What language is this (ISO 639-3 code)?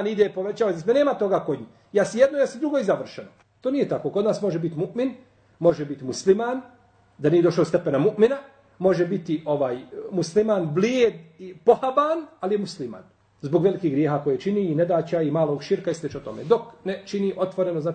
bos